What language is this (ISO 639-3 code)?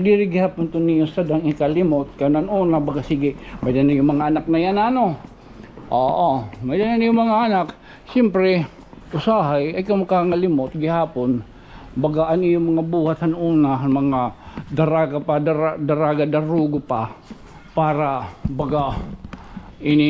war